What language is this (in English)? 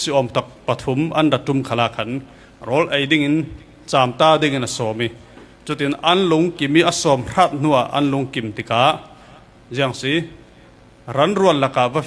Falam Chin